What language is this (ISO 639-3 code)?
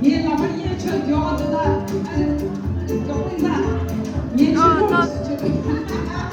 bod